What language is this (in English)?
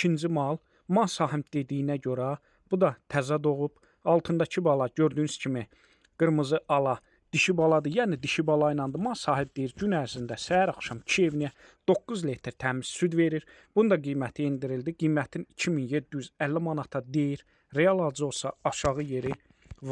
Azerbaijani